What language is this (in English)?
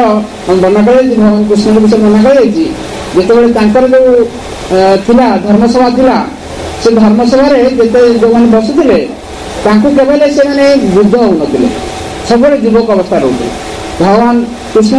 Odia